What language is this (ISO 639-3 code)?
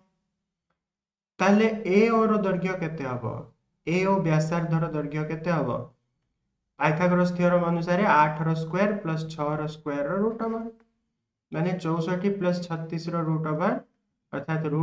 ori